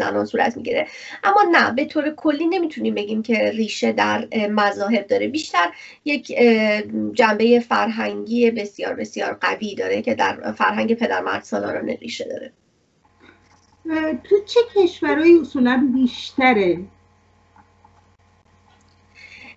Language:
Persian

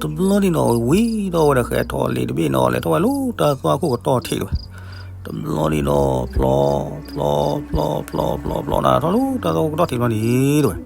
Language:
S'gaw Karen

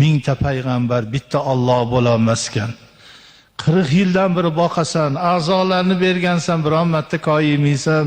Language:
Uzbek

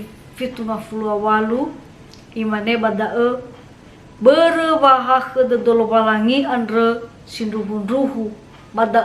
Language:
Nias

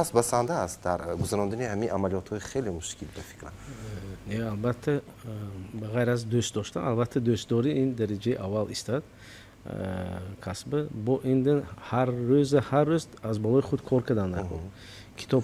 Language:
Tajik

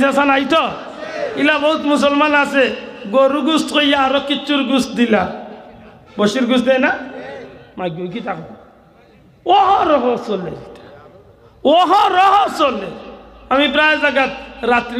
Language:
Sylheti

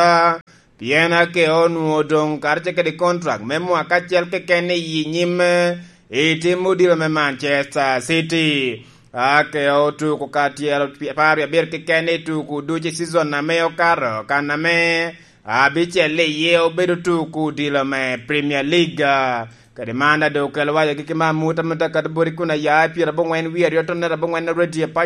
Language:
Lango (Uganda)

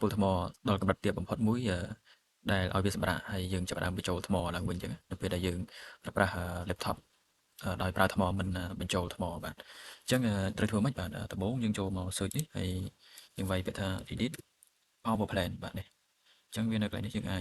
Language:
Khmer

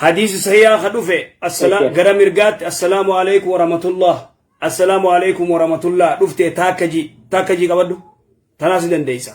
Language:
Oromo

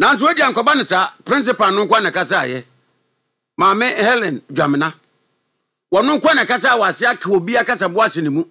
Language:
Akan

